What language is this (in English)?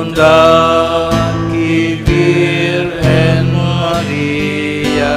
Bikol